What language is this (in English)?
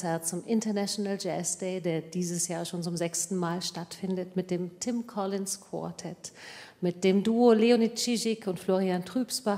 German